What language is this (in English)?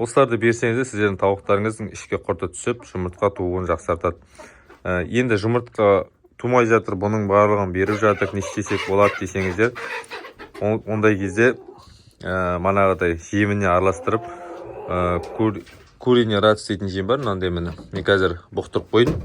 Kazakh